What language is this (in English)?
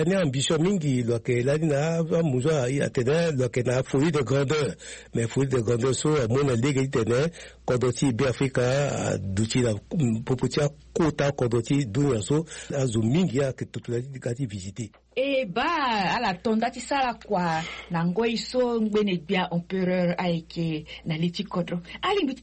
Sango